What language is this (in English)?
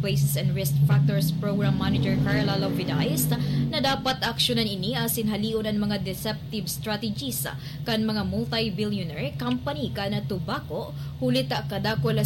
Bikol